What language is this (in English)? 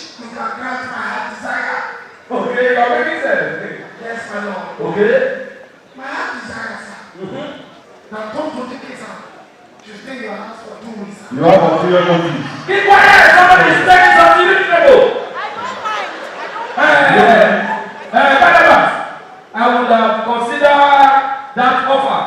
Nigerian Pidgin